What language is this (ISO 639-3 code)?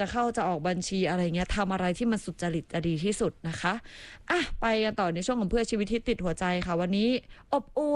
tha